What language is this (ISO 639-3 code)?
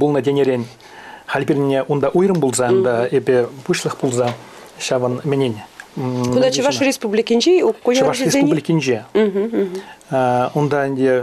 chv